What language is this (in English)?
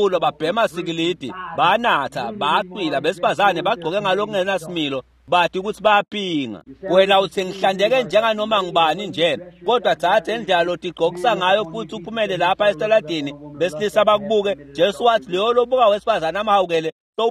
Swati